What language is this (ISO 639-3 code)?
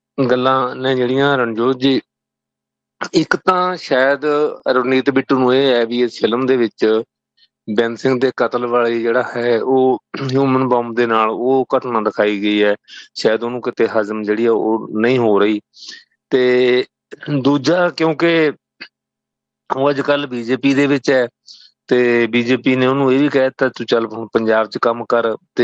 pan